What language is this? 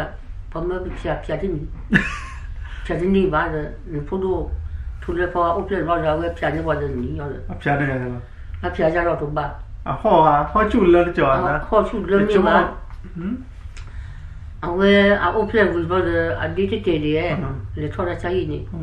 S'gaw Karen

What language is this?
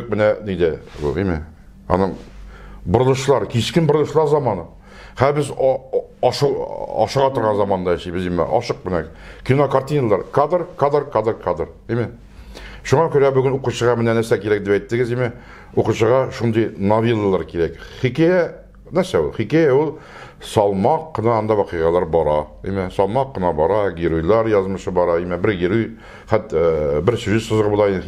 Tatar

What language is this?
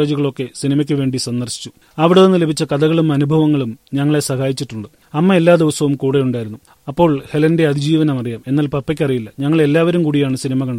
Malayalam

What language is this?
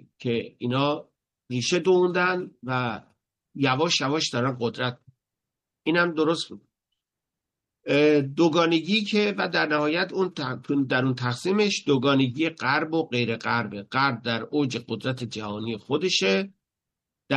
Persian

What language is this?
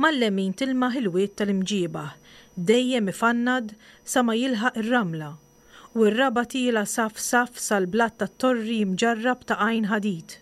Maltese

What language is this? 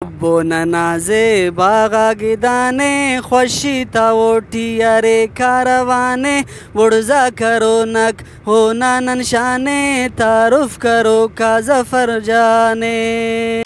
Brahui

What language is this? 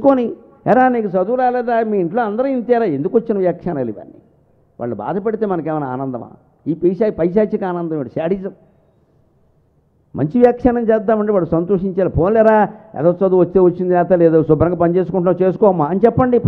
Telugu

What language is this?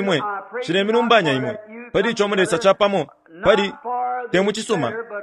Bemba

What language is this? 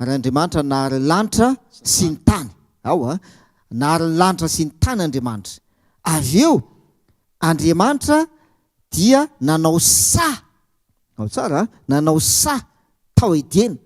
Malagasy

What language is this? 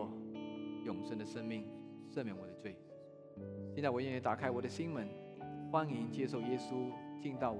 Chinese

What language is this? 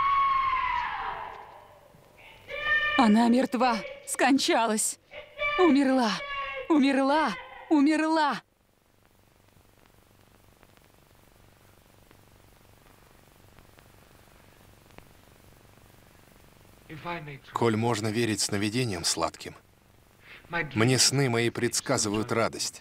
Russian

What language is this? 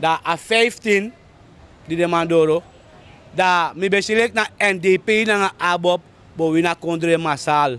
Sranan Tongo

